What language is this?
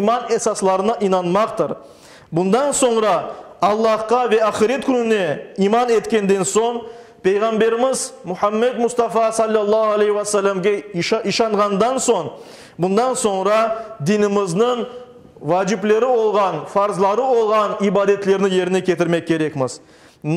Crimean Tatar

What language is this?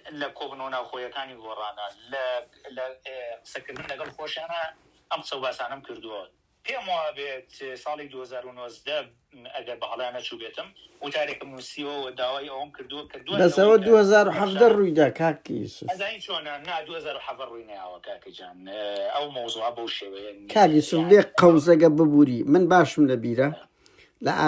Central Kurdish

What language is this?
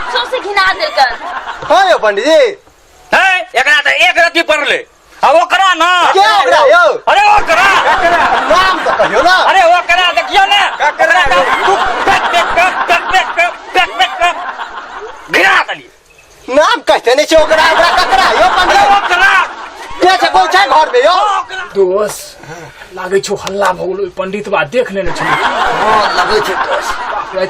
Maithili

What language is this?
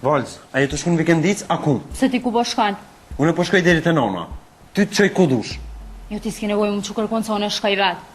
Albanian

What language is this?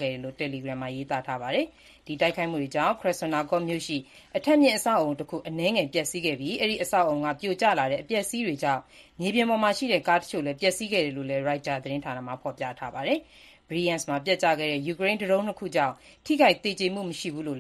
Burmese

